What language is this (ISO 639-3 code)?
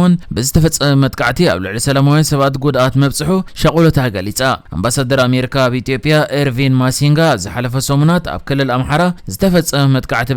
tir